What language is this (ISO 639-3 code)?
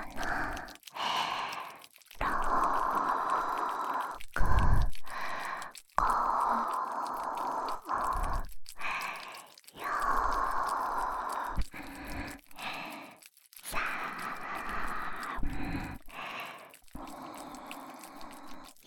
jpn